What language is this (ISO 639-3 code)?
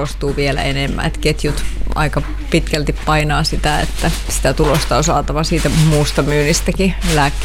fin